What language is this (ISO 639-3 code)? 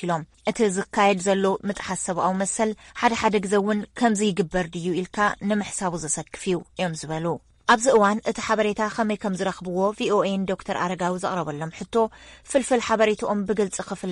tir